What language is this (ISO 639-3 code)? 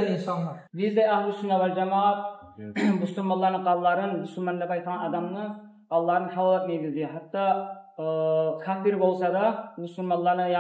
kum